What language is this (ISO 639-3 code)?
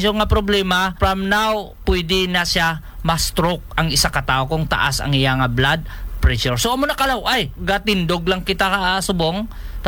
hil